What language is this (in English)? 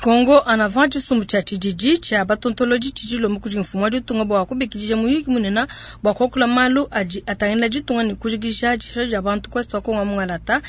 Luba-Lulua